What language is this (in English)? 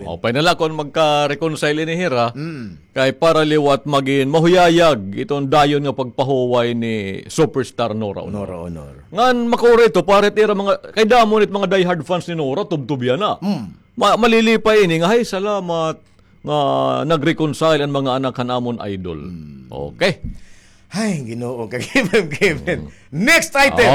Waray